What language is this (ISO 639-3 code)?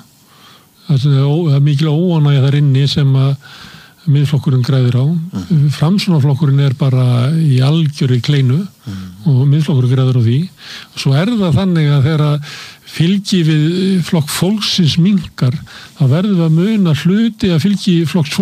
isl